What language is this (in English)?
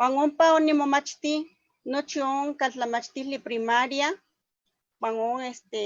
Eastern Huasteca Nahuatl